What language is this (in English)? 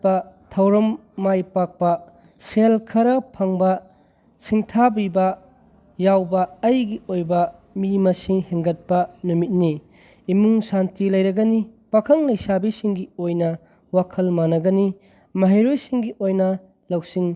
Manipuri